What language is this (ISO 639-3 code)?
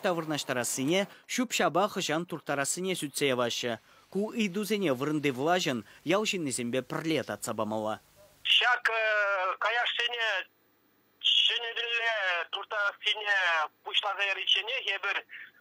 chv